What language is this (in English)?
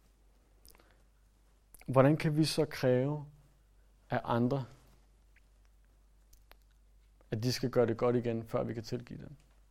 Danish